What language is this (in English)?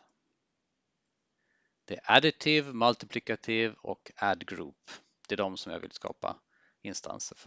Swedish